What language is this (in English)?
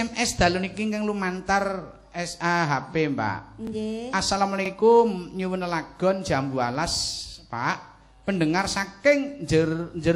Javanese